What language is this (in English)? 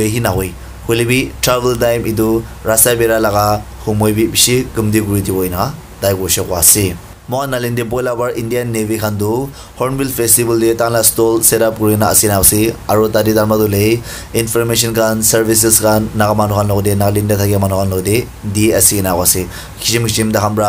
Naga Pidgin